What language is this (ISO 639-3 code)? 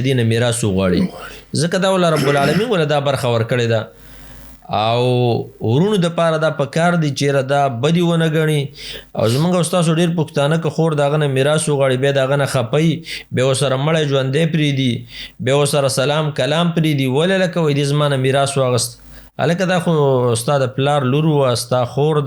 pus